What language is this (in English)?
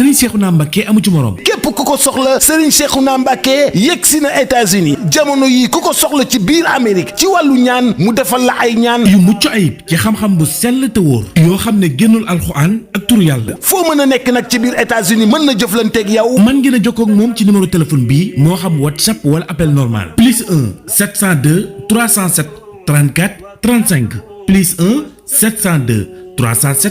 Wolof